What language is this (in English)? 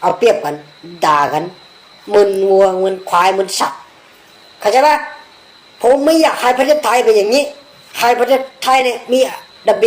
Shan